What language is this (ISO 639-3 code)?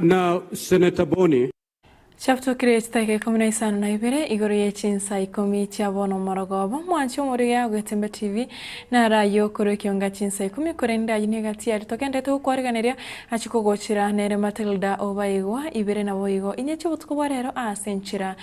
guz